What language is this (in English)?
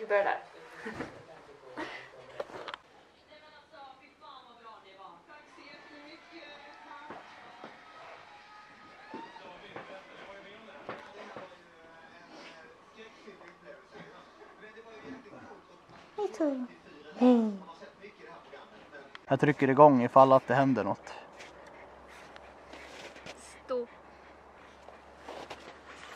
Swedish